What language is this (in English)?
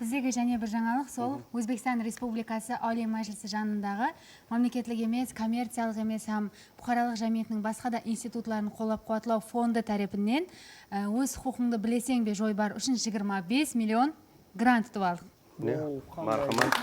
Kara-Kalpak